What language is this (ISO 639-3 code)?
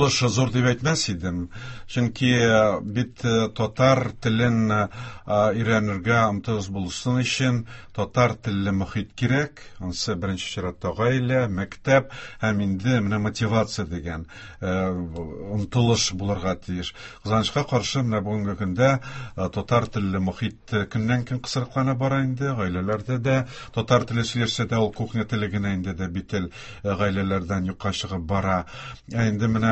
tat